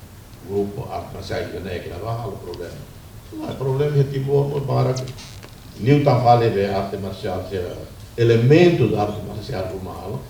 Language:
Tetum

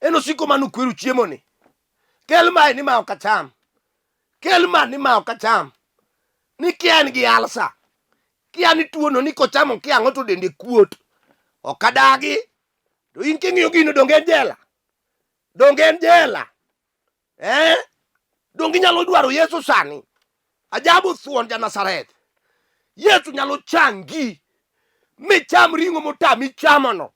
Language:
Luo (Kenya and Tanzania)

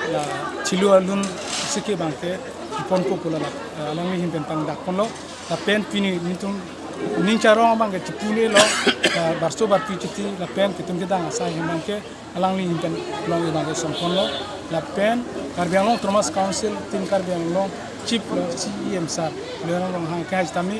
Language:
Karbi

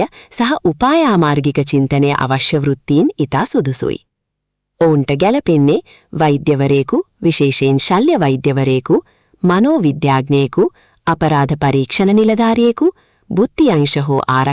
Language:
Sinhala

